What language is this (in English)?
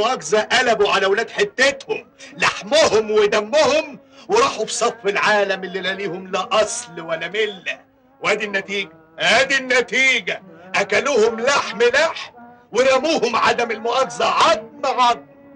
Egyptian Arabic